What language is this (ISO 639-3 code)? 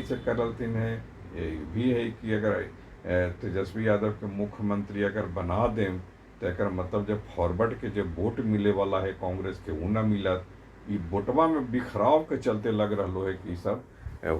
mag